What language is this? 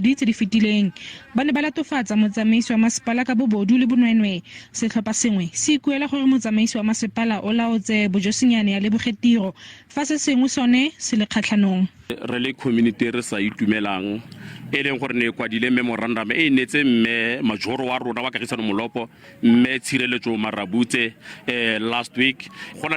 Tswana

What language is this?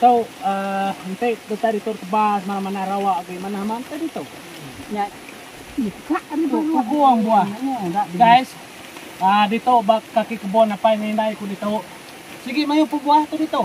Iban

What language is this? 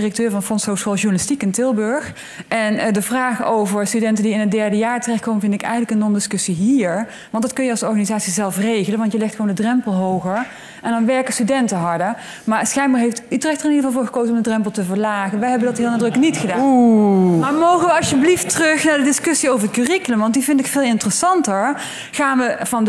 Dutch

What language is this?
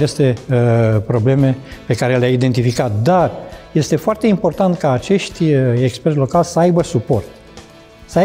Romanian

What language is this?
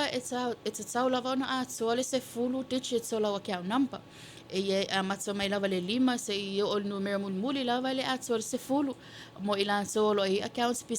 Samoan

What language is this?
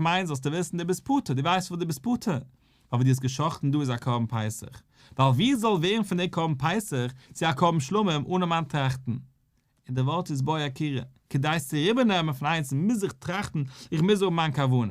Yiddish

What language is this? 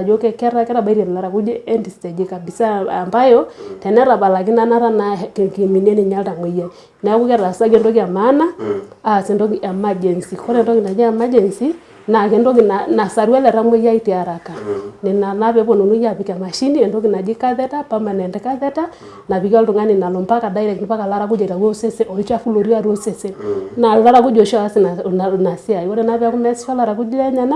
Masai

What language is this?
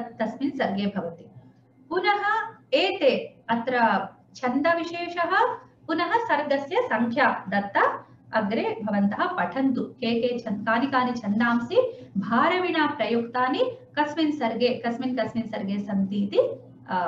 Sanskrit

